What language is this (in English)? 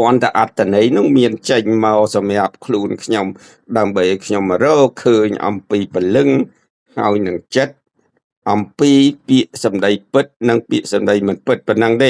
Khmer